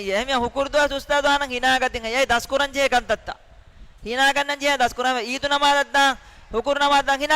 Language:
Divehi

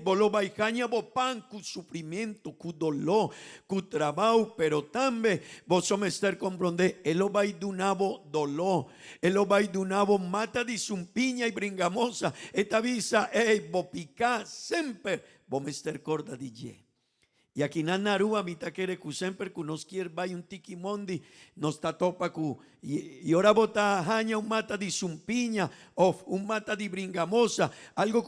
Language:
Papiamento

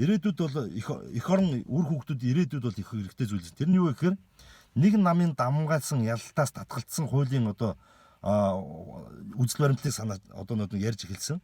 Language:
Mongolian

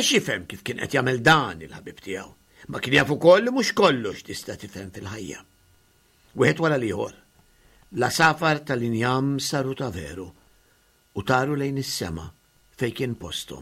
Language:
Maltese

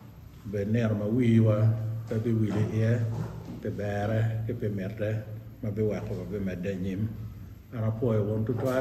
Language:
Acoli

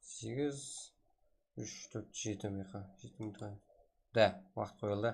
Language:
Kara-Kalpak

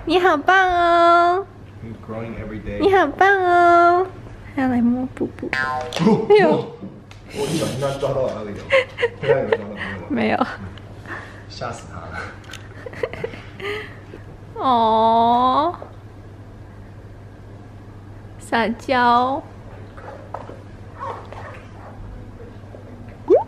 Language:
Chinese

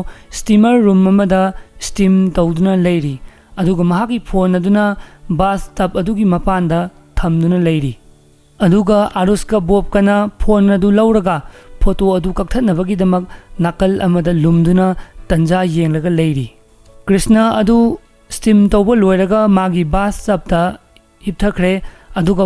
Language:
Manipuri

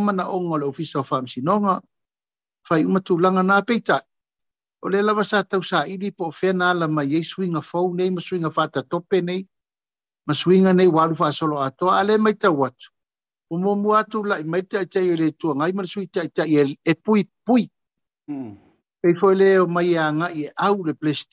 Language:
Samoan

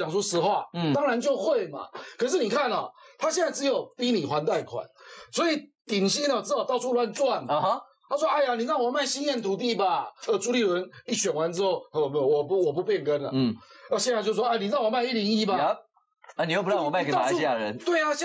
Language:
Chinese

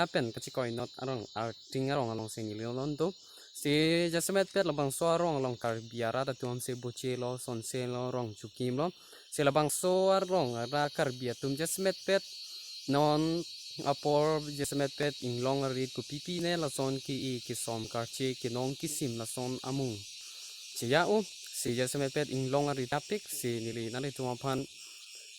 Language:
Karbi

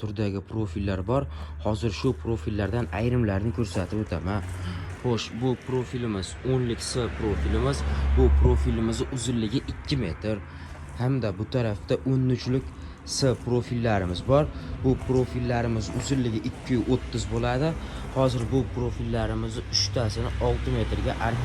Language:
Uzbek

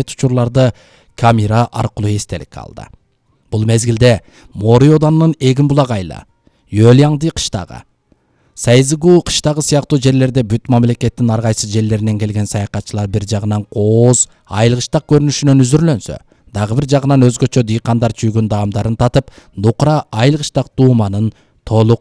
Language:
Kyrgyz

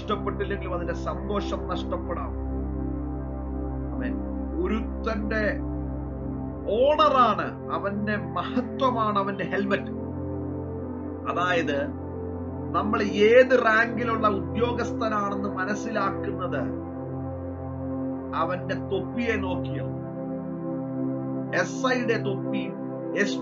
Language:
Malayalam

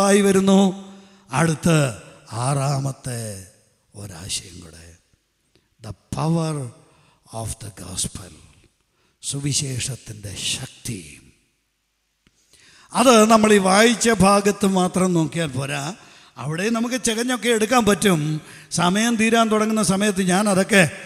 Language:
Malayalam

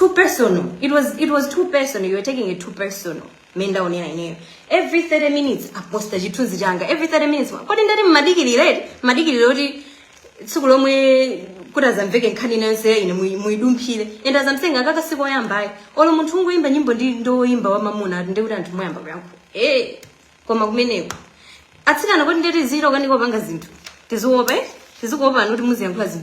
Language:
Nyanja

